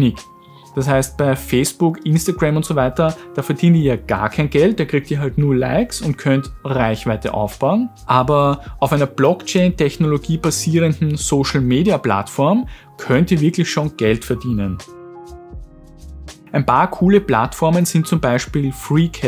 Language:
German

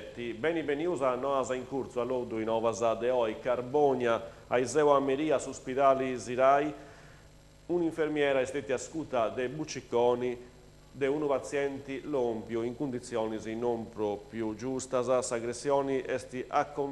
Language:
Sardinian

